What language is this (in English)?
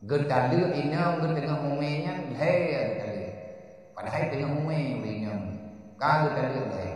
Achinese